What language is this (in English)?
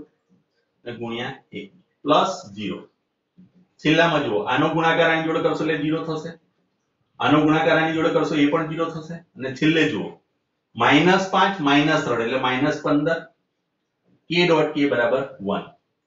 Gujarati